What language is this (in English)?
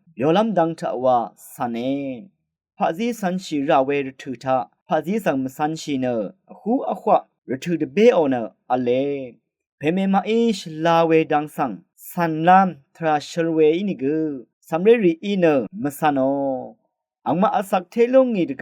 Rawang